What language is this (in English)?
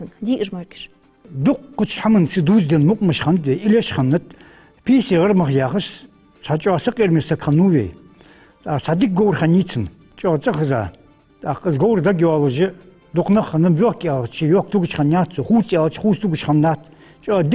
Ingush